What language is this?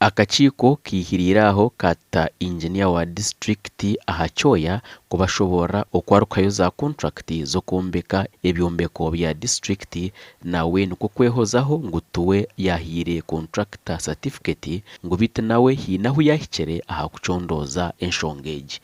Nyankole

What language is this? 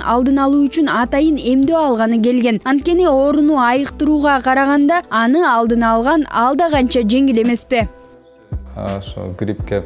Kyrgyz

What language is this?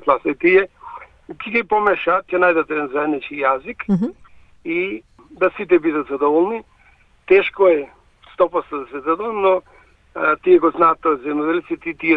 Macedonian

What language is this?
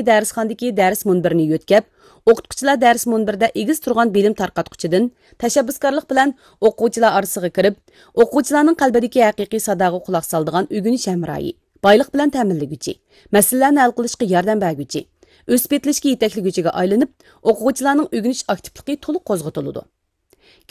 Uyghur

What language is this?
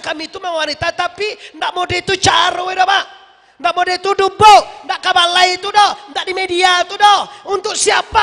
Minangkabau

